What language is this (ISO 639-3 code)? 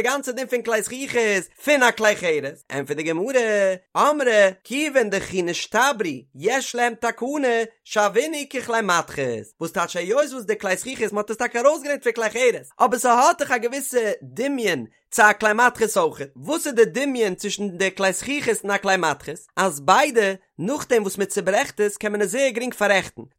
yid